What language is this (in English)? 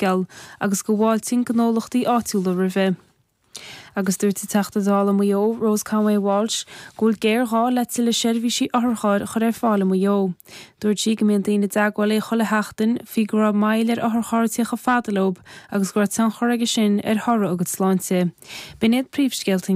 Irish